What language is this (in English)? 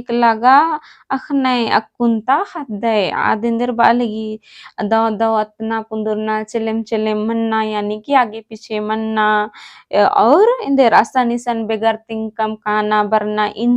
Kurukh